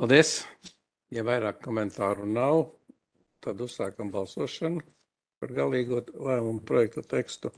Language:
Latvian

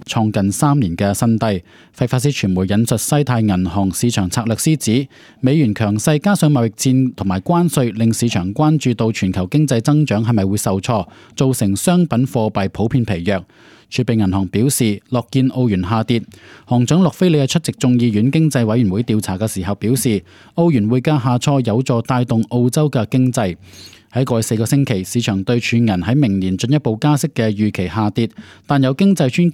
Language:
Cantonese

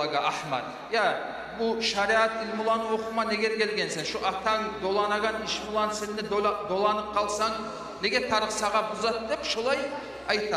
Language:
Kumyk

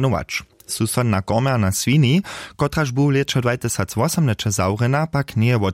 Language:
Upper Sorbian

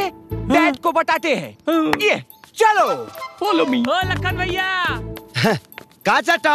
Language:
Bhojpuri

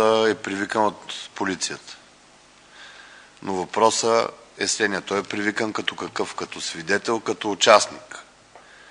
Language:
Bulgarian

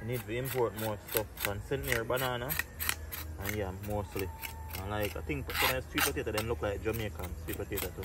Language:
Jamaican Creole English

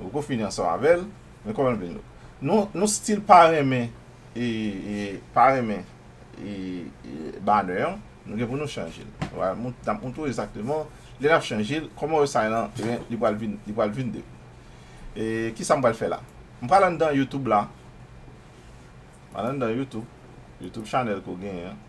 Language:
Haitian Creole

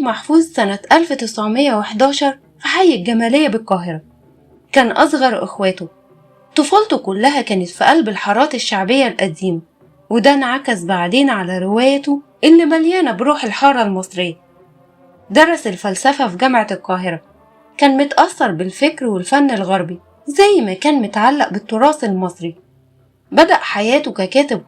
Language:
Egyptian Arabic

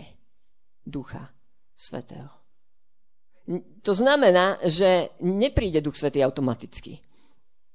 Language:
Slovak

